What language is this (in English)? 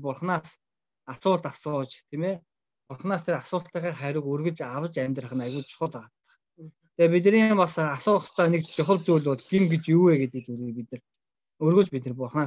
Mongolian